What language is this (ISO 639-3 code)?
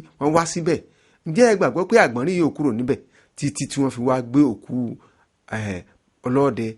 yor